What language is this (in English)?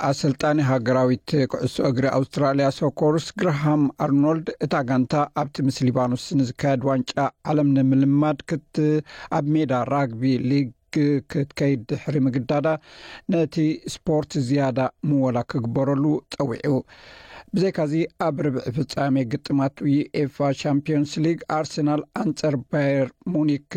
Tigrinya